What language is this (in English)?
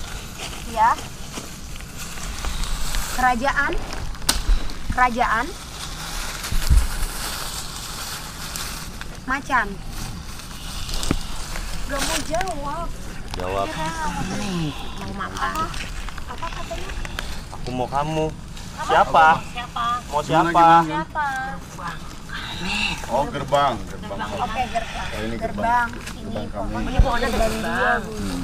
Indonesian